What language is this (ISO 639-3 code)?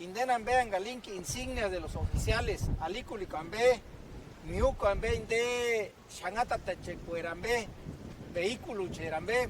tsz